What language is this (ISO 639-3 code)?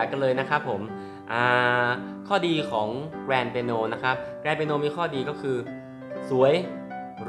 tha